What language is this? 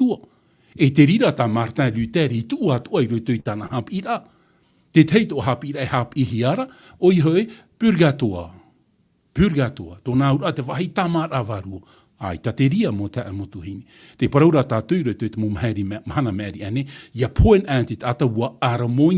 Tahitian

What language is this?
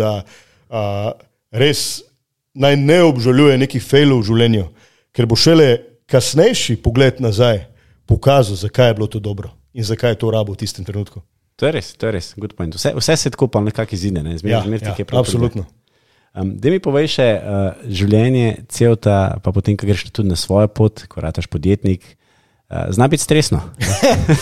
Slovenian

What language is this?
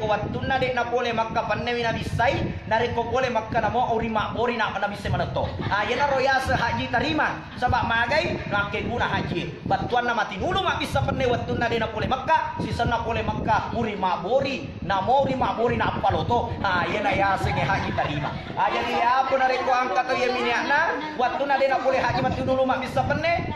Buginese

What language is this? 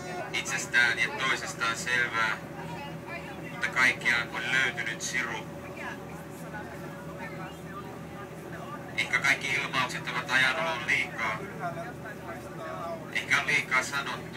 Finnish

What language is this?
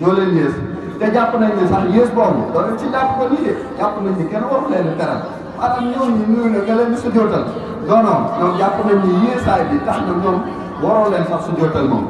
Wolof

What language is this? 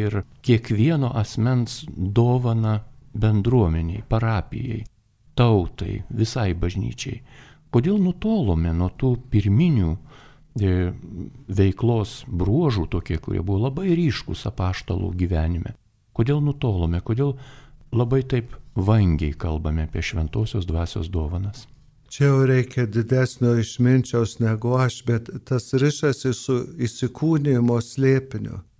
Lithuanian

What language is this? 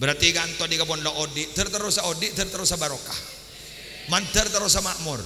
Madurese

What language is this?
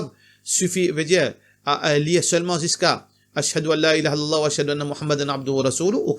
Morisyen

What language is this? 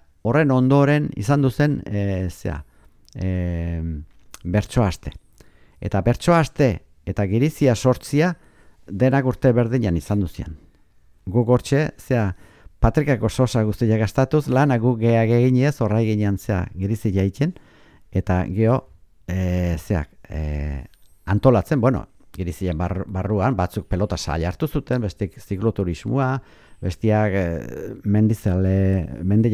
Basque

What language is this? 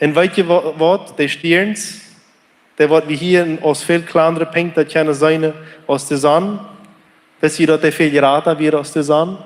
Plautdietsch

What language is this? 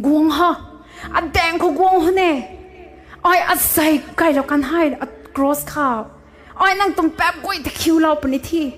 Rongmei Naga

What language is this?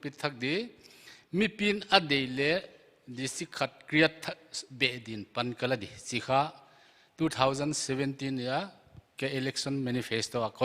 Paite Chin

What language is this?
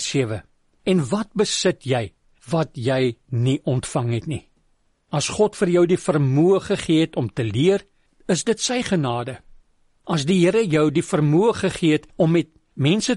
Afrikaans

